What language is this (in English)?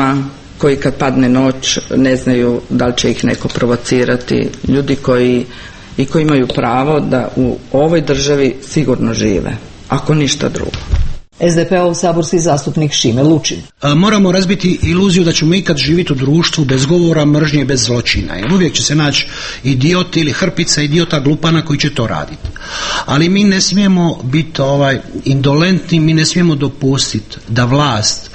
Croatian